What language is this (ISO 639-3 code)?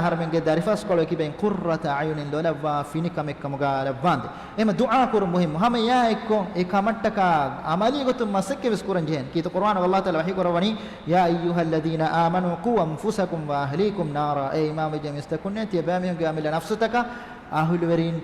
div